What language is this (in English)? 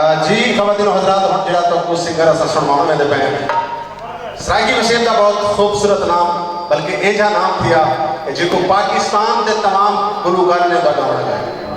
Saraiki